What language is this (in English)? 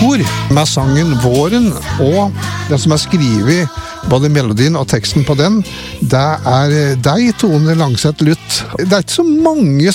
Norwegian